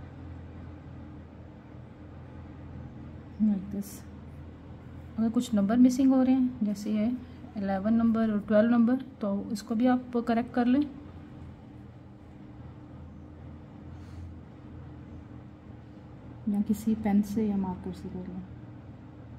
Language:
Hindi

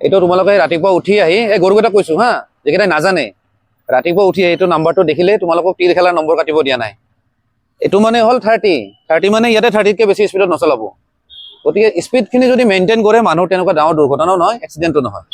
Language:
Assamese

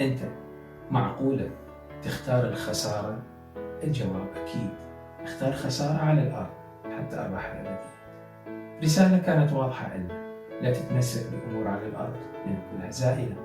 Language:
Mesopotamian Arabic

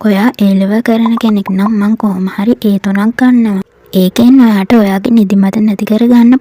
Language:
Sinhala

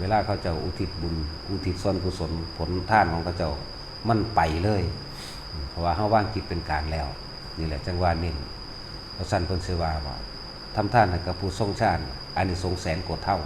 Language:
Northeastern Thai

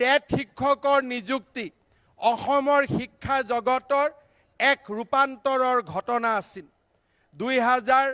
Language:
Assamese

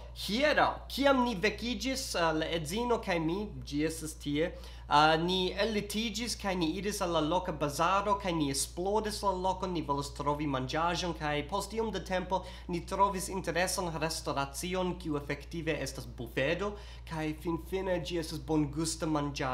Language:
Esperanto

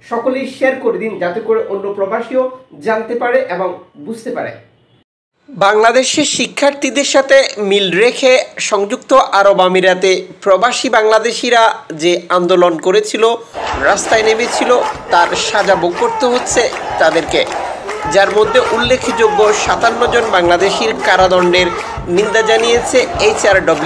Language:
Bangla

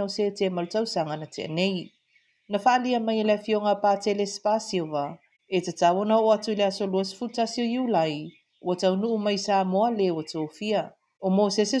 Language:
Samoan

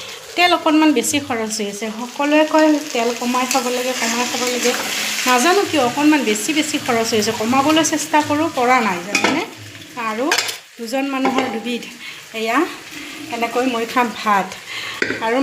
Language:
Assamese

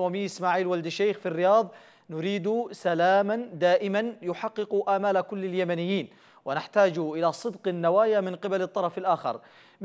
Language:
Arabic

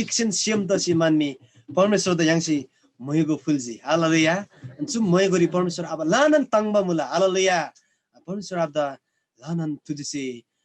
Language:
Eastern Tamang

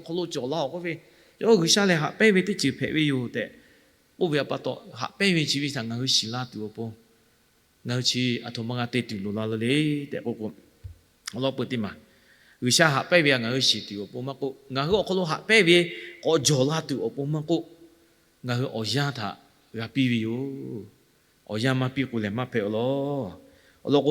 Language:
Lahu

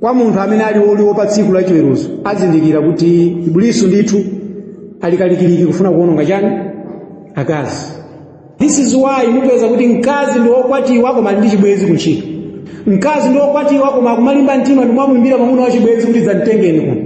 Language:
Nyanja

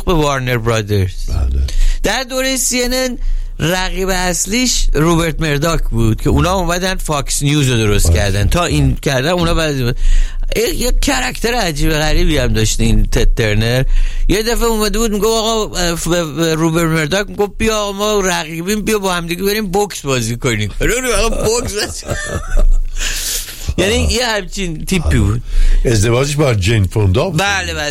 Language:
Persian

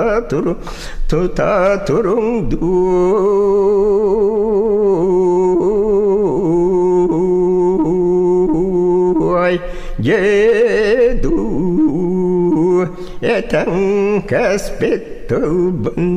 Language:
Yakut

